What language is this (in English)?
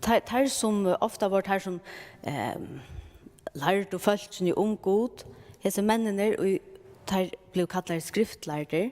Faroese